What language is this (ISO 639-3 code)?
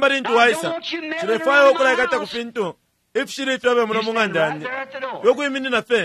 bem